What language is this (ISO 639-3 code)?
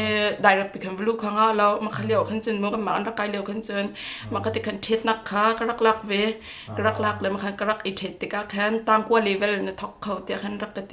cnh